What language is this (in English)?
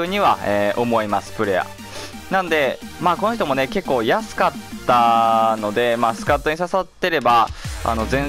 Japanese